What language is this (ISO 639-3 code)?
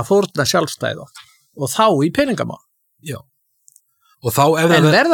isl